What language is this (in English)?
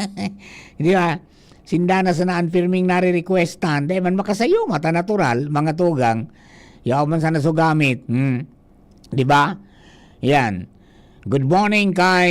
Bikol